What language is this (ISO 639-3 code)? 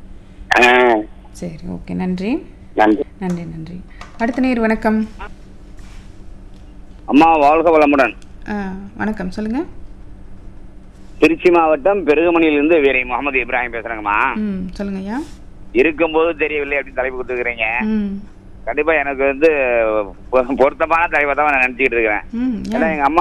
tam